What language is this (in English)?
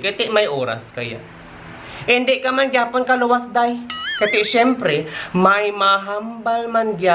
Hiligaynon